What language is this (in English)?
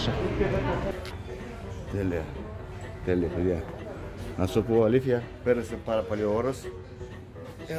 Greek